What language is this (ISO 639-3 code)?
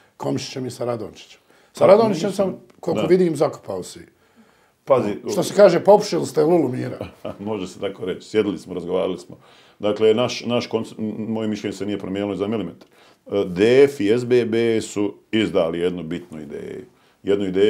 bos